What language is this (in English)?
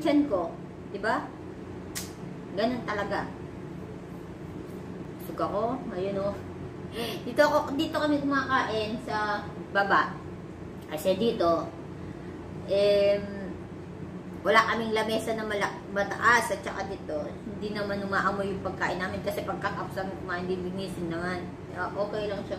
Filipino